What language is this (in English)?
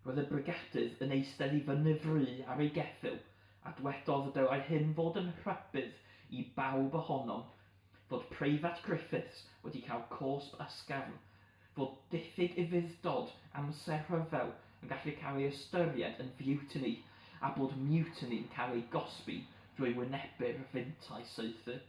Welsh